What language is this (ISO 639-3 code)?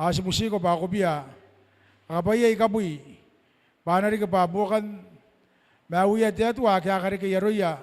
gil